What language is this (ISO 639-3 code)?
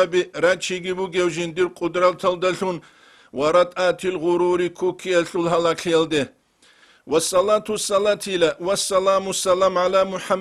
ava